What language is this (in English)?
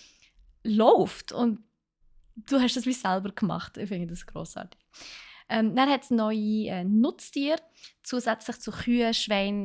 Swiss German